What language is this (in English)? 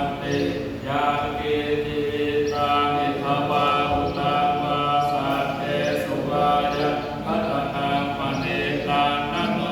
Pali